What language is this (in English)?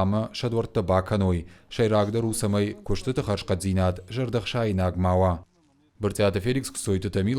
Ossetic